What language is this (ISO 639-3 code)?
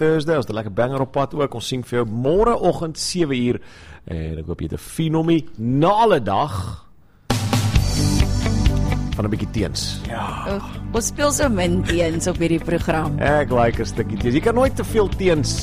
afr